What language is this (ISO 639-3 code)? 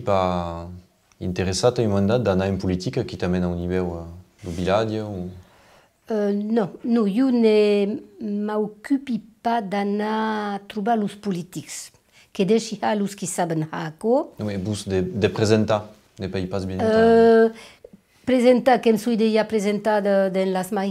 oci